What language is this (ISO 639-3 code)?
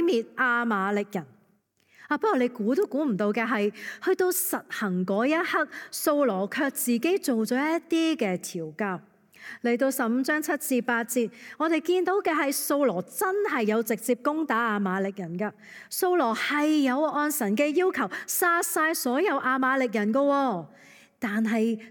yue